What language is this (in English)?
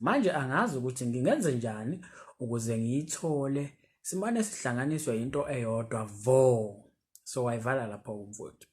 Zulu